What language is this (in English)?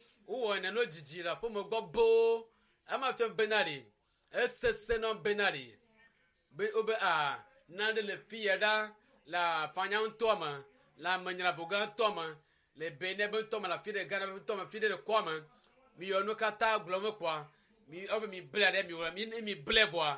Ewe